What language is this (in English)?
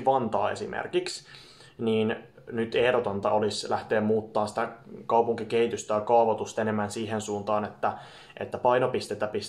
Finnish